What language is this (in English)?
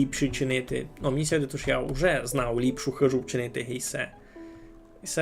Rusyn